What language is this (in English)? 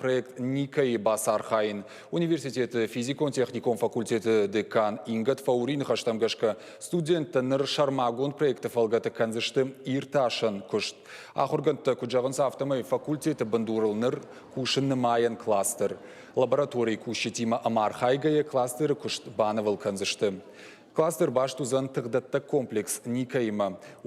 Ossetic